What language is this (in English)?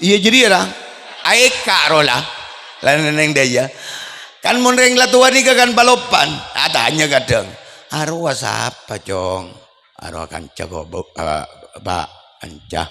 Madurese